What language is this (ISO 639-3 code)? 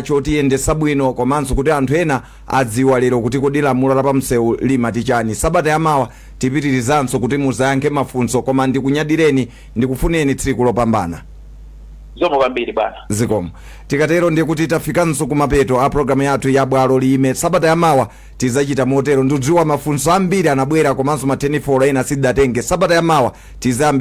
nya